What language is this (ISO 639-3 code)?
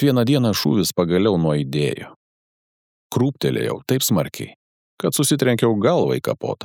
lit